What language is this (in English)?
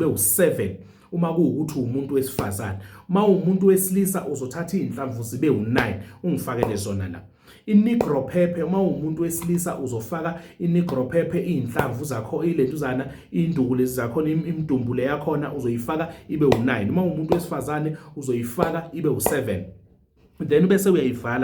Zulu